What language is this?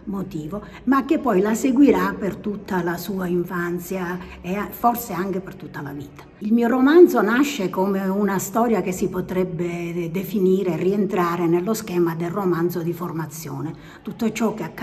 Italian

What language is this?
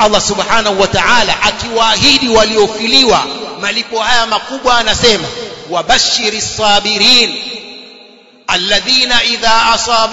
Swahili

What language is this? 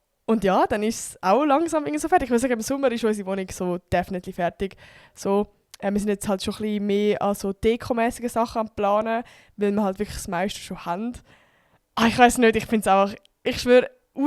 Swiss German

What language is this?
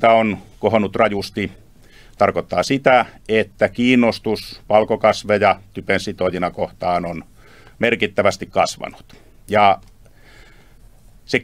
Finnish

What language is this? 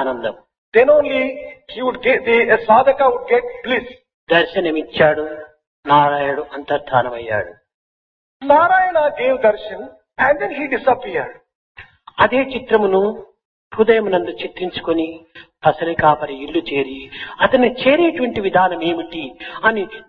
Telugu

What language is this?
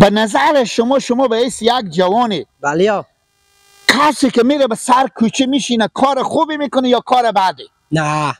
Persian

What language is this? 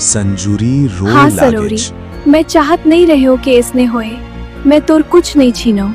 Chhattisgarhi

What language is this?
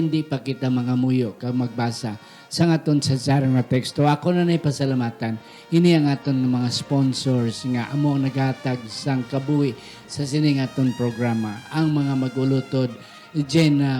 Hiligaynon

